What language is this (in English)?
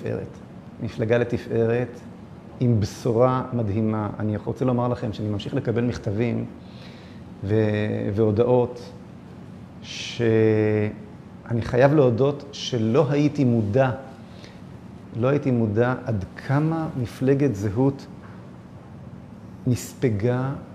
Hebrew